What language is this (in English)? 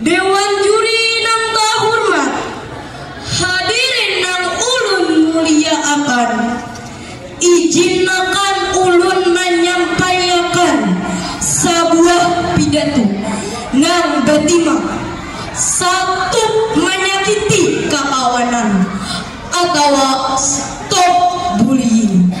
Banjar